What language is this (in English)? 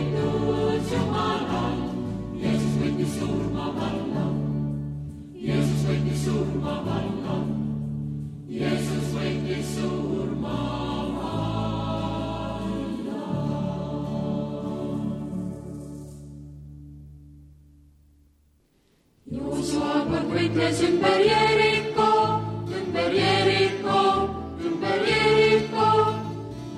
Estonian